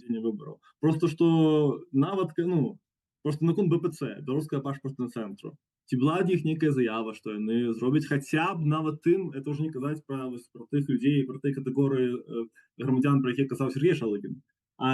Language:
Belarusian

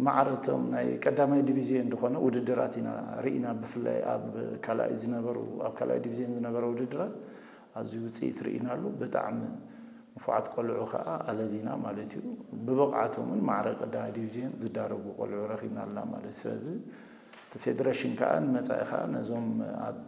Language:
Tigrinya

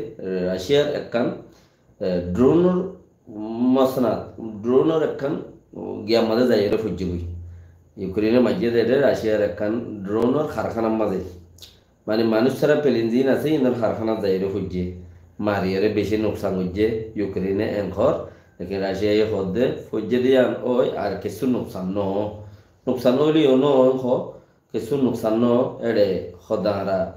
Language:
Rohingya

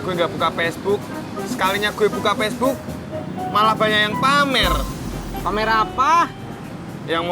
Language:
Betawi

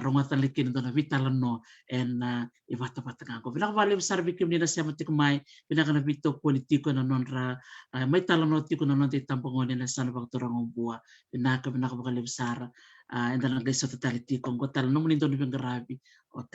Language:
Fijian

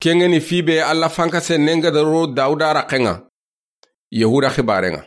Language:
Soninke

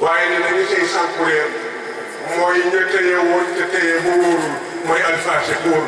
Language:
Wolof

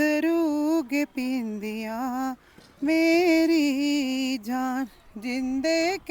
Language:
Dogri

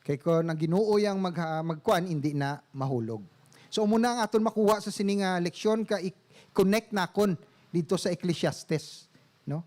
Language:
Hiligaynon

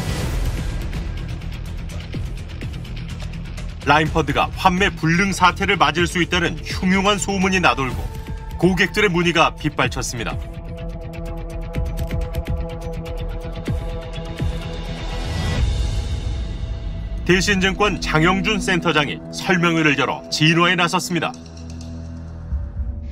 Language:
Korean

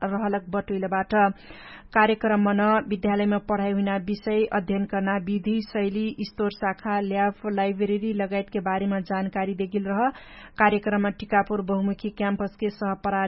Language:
Dangaura Tharu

